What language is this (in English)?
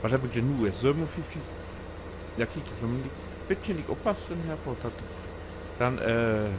Low German